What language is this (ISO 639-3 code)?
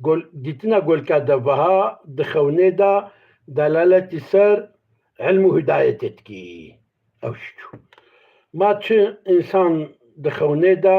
kur